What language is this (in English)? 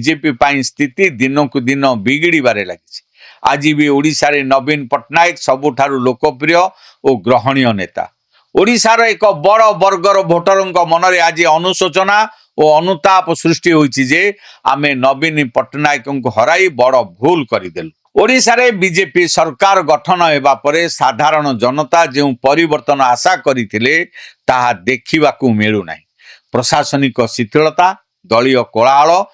Odia